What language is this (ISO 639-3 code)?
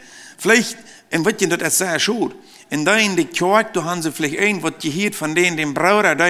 pdt